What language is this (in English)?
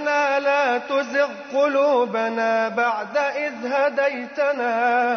Arabic